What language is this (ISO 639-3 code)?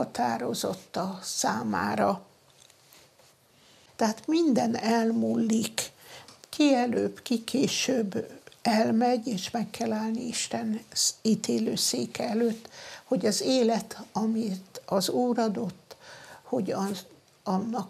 hun